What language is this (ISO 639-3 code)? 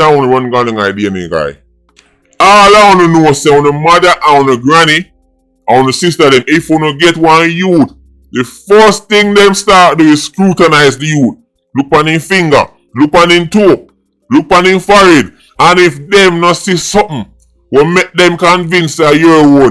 jam